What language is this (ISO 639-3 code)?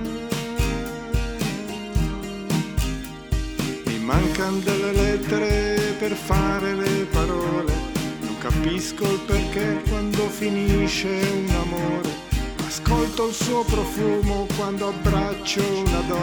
ita